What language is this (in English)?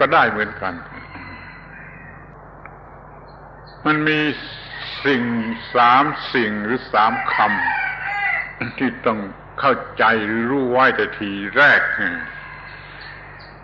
Thai